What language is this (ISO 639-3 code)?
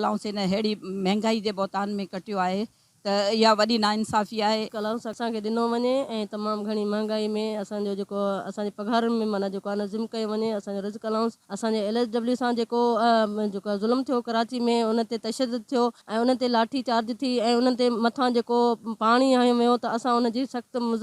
snd